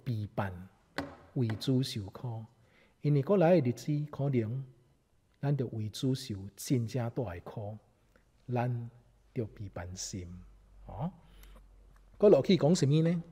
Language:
Min Nan Chinese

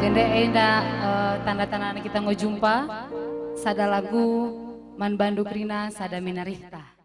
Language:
Batak Karo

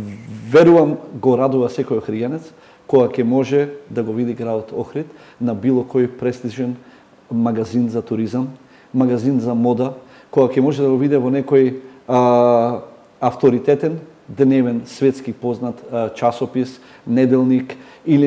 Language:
Macedonian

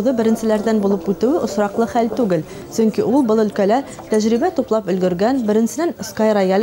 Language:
Bashkir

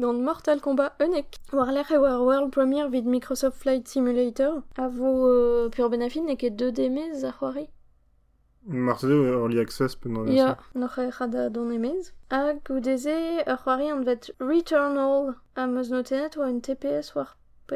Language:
Breton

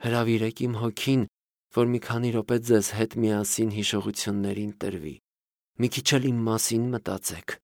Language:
Armenian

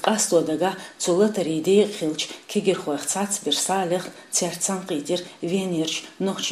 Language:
Chechen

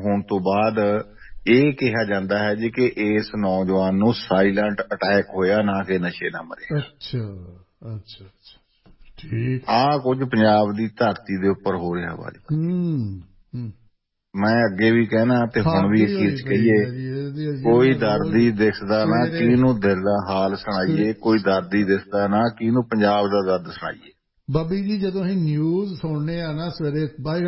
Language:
Punjabi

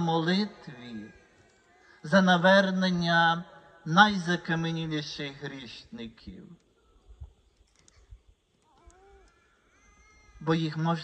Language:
Ukrainian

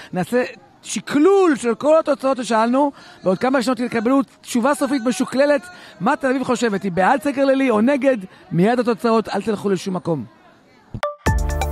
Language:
Hebrew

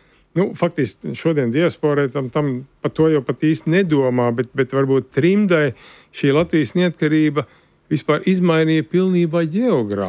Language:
Latvian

